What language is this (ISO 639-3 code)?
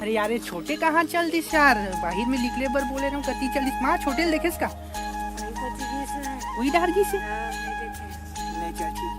hne